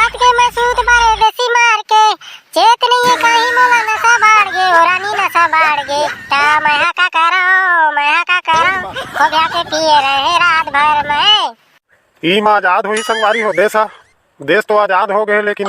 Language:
Chhattisgarhi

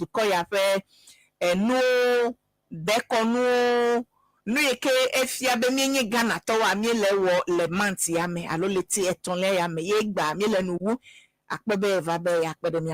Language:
Ewe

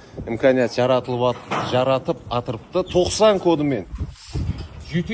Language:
Kara-Kalpak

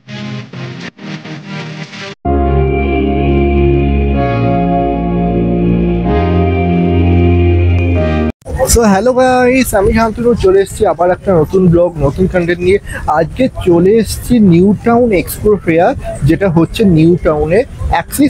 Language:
Bangla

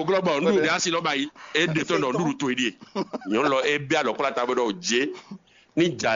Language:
Fon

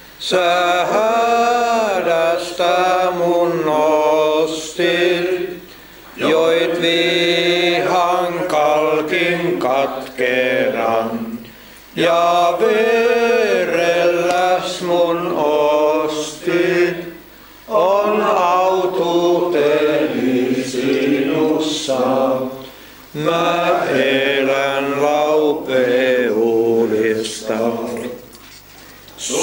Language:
Finnish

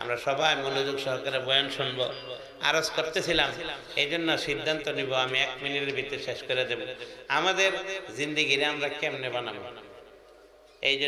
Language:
Bangla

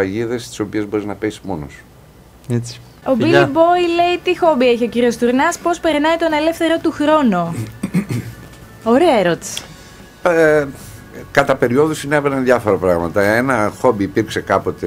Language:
Greek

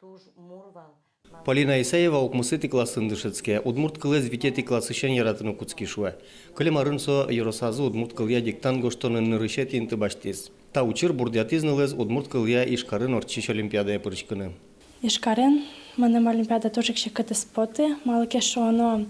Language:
Udmurt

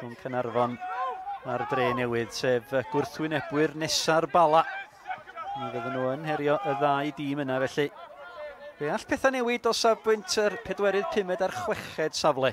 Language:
Welsh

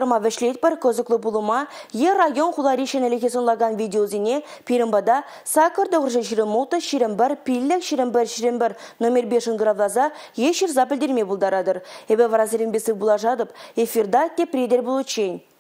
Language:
Chuvash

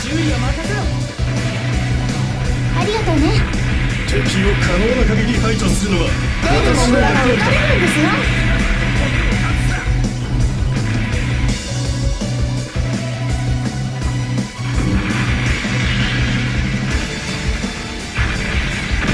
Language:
Japanese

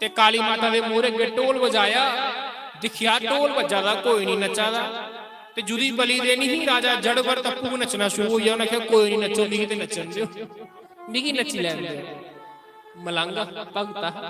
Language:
Dogri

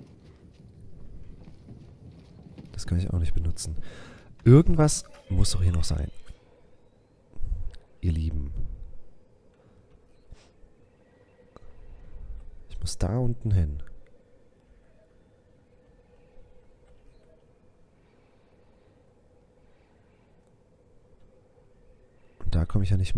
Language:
German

